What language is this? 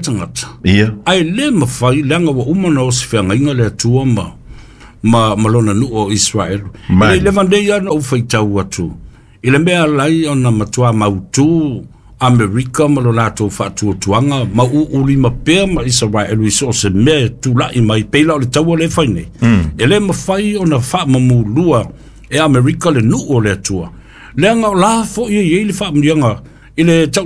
Samoan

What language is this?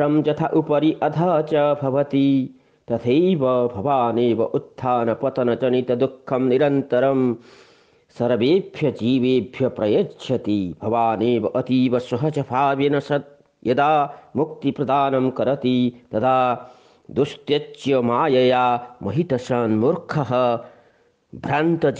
Sanskrit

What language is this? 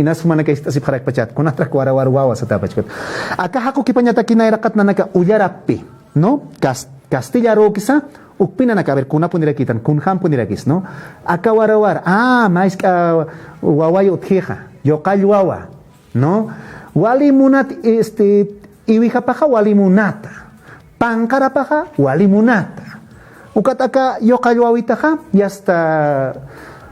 Aymara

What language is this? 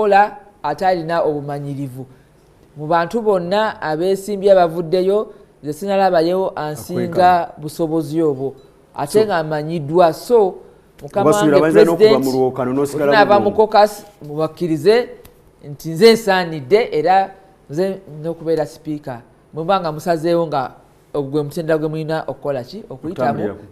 Ganda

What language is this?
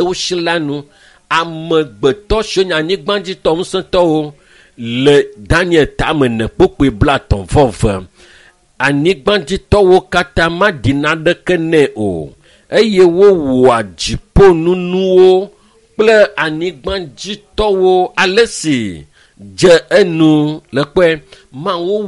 Ewe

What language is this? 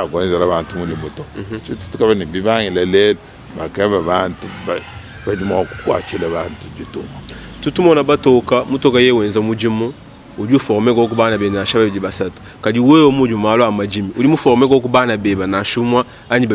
Luba-Lulua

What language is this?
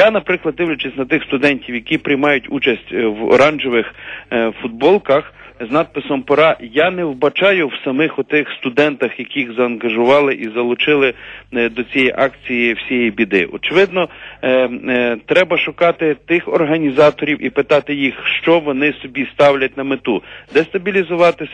Ukrainian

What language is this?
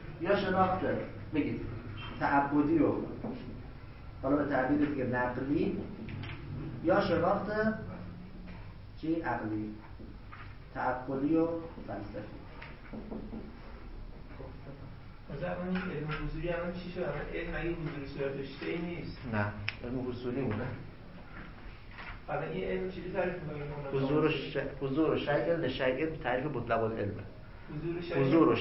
Persian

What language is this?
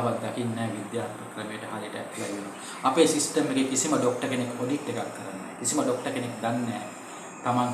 Sinhala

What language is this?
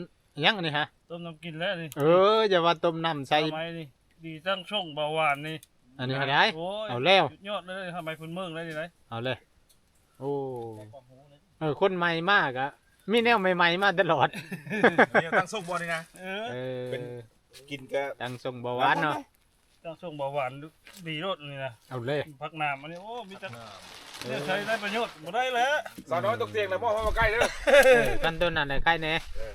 Northeastern Thai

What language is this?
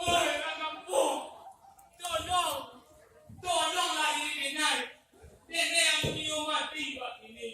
Minangkabau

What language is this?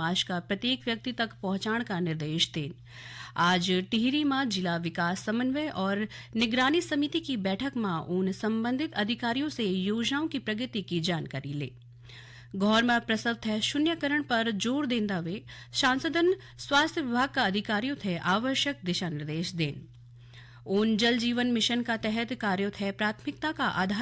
Garhwali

